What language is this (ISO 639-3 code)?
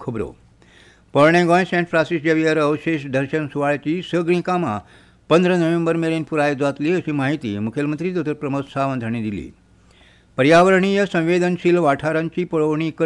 kok